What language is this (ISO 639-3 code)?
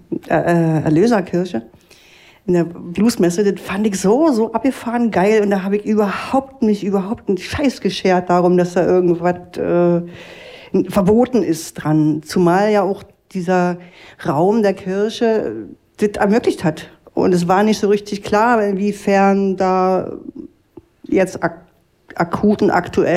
deu